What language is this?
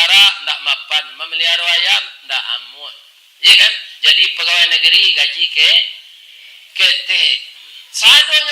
Minangkabau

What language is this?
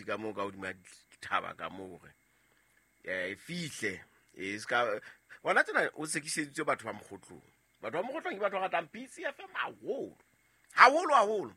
Southern Sotho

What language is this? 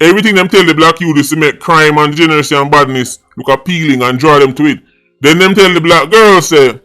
Jamaican Creole English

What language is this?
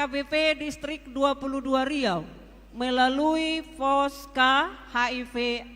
Batak Toba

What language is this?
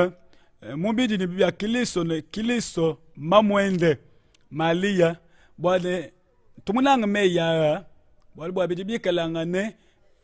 Luba-Lulua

